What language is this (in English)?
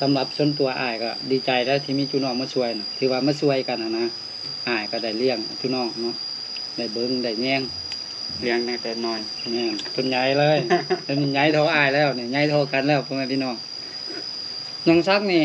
Lao